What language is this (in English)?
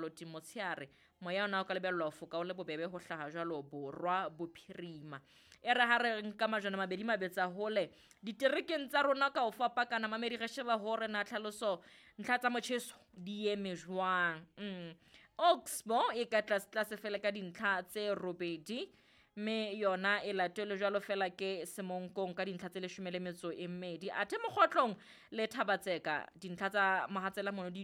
Southern Sotho